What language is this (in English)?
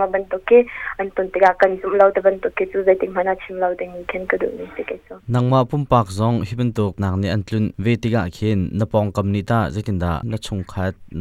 Hakha Chin